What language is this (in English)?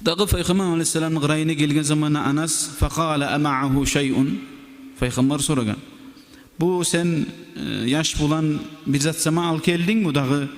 Kumyk